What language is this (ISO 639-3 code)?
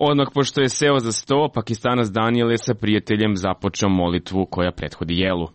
srp